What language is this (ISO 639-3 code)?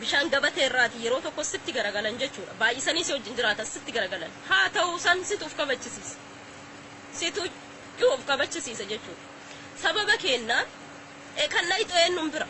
orm